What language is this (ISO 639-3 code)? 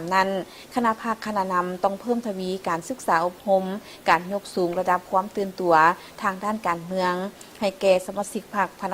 lao